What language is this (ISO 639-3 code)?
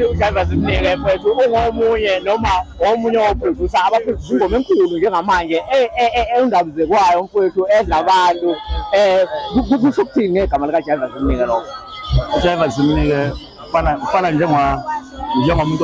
zul